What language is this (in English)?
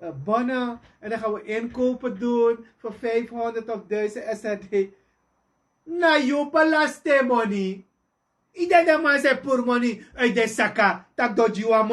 Sranan Tongo